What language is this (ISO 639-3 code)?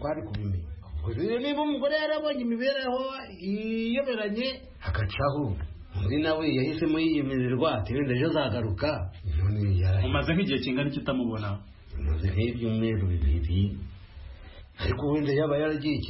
kin